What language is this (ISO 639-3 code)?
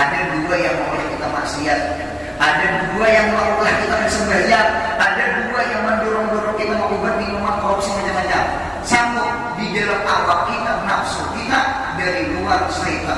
bjn